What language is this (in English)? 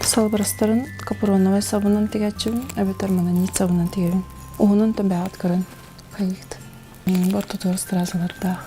Yakut